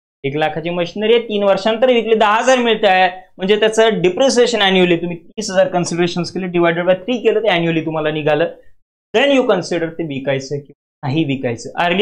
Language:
Marathi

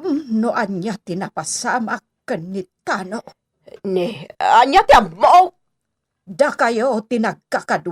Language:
Iloko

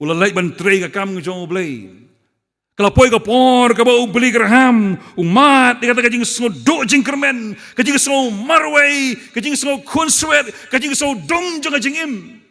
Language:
Khasi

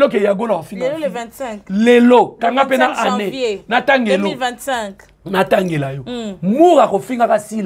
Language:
Lingala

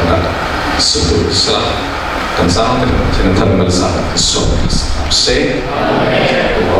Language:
Falam Chin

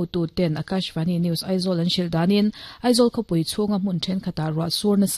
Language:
Mizo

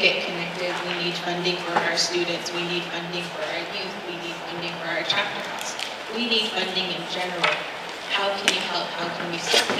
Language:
Navajo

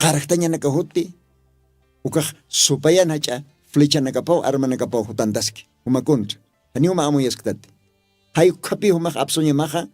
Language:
Aymara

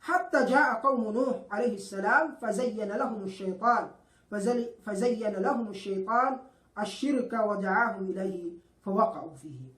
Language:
Yakan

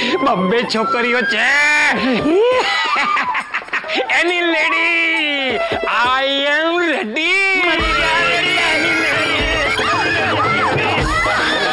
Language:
Gujarati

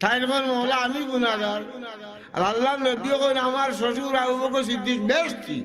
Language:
Sylheti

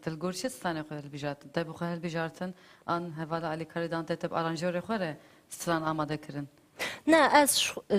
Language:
Kurdish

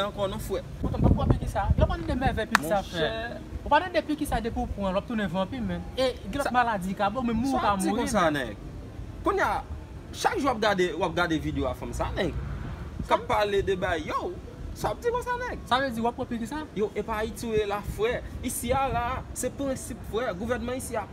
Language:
Haitian Creole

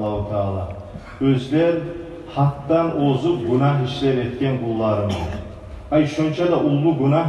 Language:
Kumyk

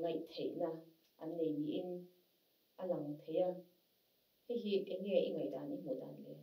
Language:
Mizo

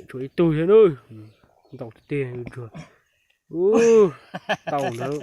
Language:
Hmong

